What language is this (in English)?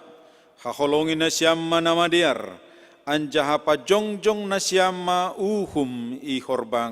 Batak Simalungun